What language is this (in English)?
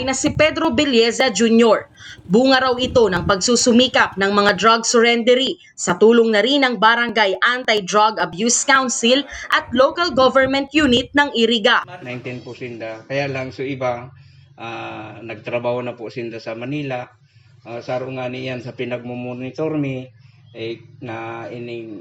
Bikol